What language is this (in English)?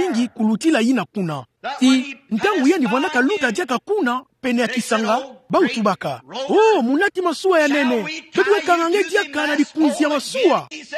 Kituba (Democratic Republic of Congo)